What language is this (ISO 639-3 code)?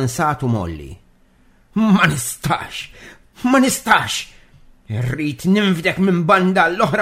mlt